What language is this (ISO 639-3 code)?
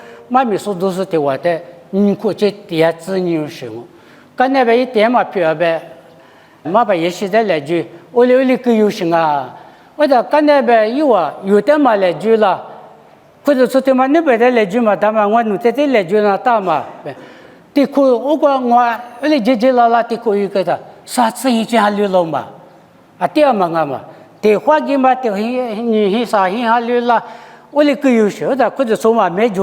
lis